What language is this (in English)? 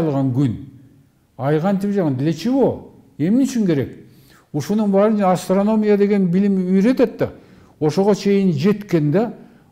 Kyrgyz